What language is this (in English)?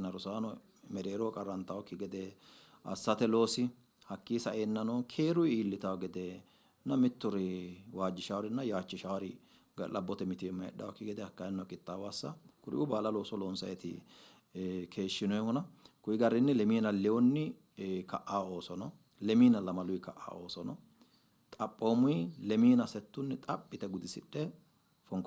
Sidamo